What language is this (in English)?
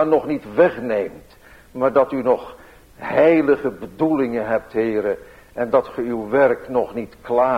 Dutch